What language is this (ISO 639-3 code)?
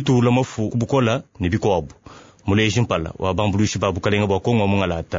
lua